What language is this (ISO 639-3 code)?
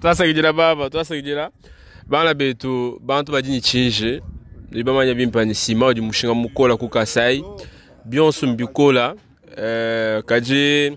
lua